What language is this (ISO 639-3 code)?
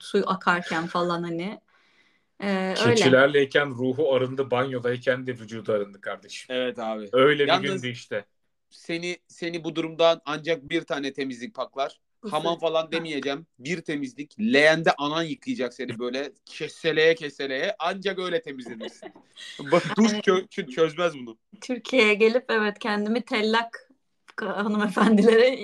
tur